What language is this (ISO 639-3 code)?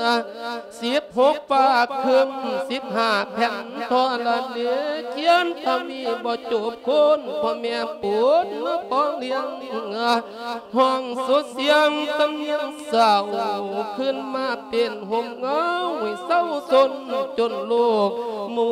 lao